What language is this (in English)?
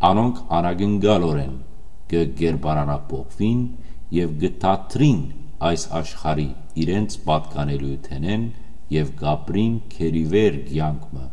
Western Armenian